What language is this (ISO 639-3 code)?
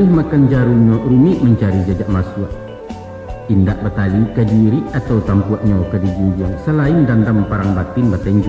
min